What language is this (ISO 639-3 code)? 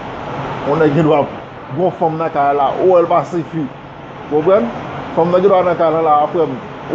hat